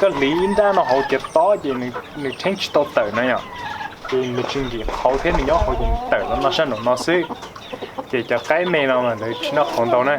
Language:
Hmong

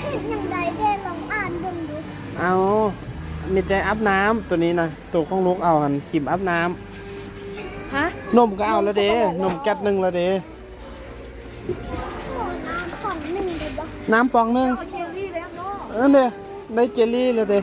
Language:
Lao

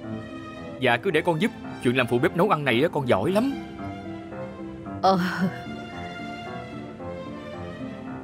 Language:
Vietnamese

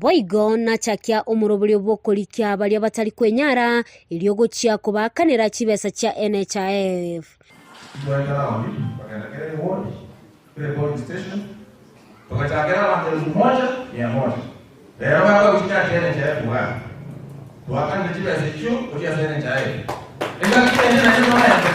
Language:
Gusii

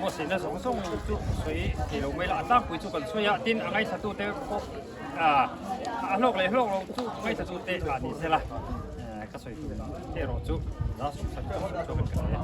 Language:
Mizo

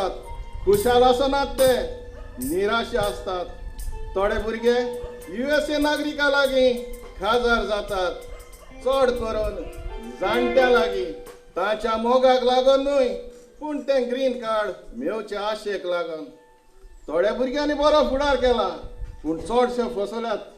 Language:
Konkani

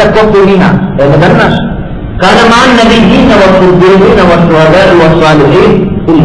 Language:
Divehi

